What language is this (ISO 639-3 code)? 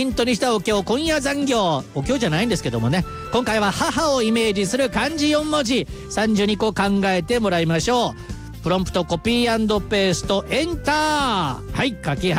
jpn